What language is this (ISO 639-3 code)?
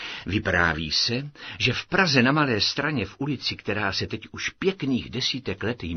ces